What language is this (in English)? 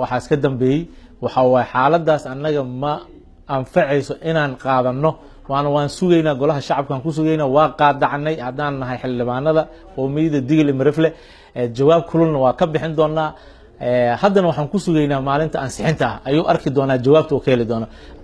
Somali